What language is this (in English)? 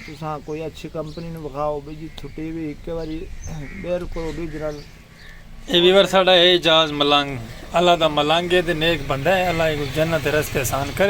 Saraiki